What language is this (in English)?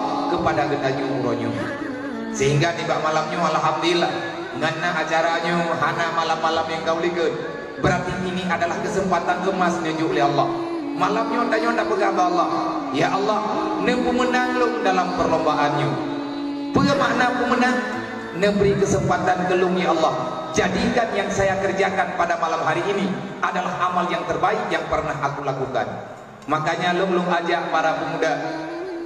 Achinese